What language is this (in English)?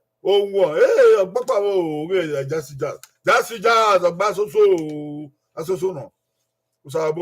Bini